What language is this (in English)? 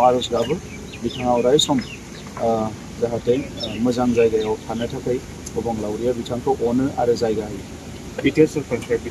Bodo